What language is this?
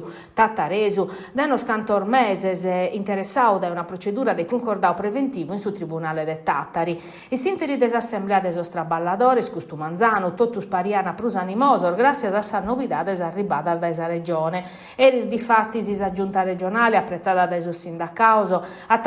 Sardinian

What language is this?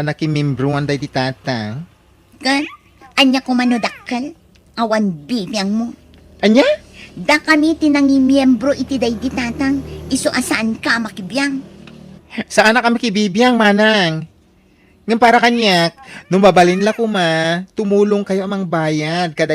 Iloko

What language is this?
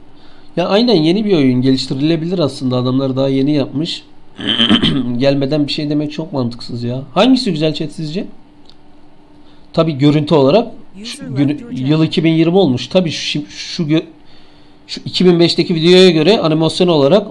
Turkish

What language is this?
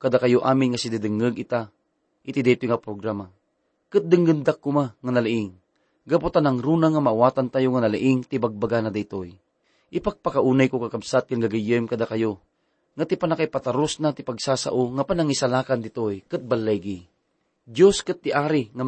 Iloko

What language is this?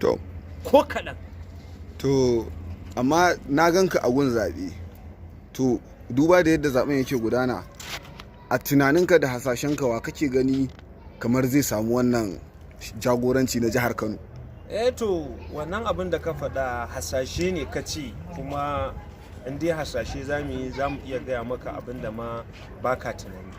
Hausa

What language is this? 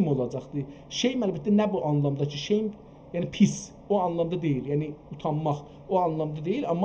South Azerbaijani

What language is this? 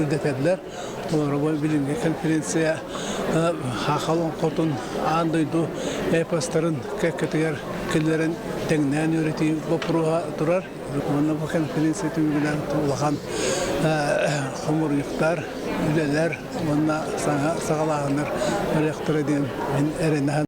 Yakut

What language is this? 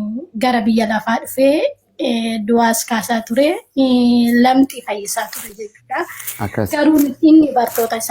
Oromo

